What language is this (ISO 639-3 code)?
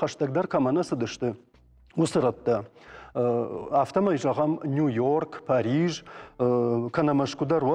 oss